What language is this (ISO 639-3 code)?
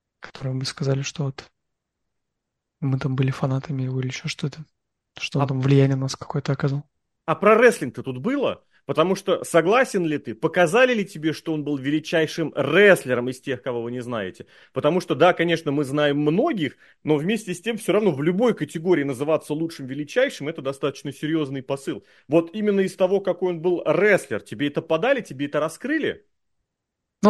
rus